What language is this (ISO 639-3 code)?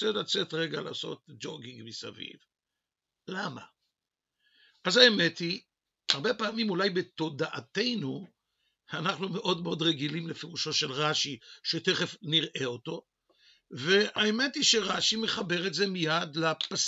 heb